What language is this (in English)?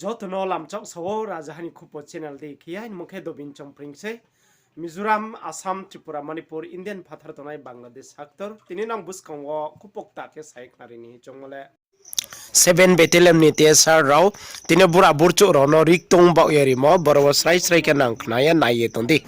Riang (India)